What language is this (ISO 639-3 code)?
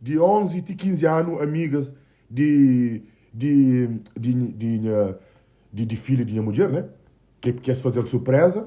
kea